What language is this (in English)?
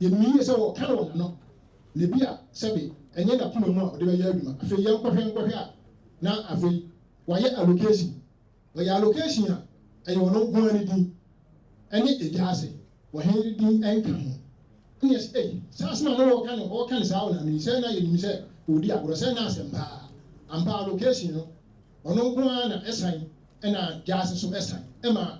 Akan